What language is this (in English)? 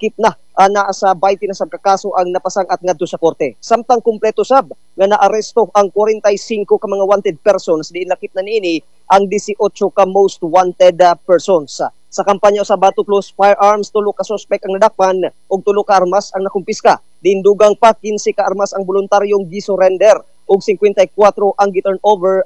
Cebuano